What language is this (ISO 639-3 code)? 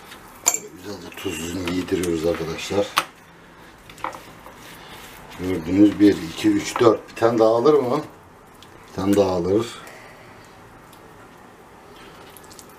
tur